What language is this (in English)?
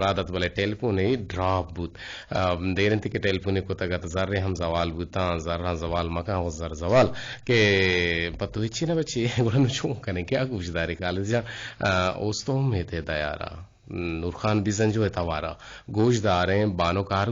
Eastern Balochi